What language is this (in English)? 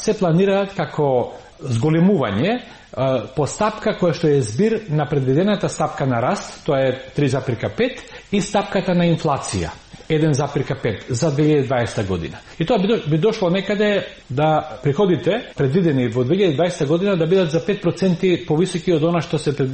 Macedonian